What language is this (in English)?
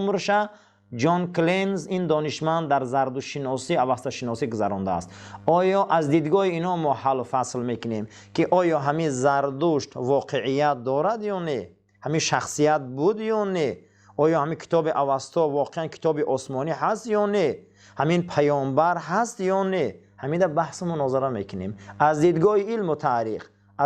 Tajik